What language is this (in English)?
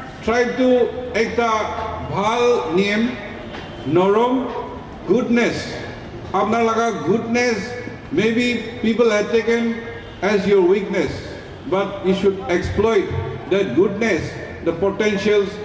Naga Pidgin